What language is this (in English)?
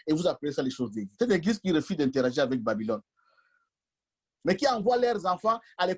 French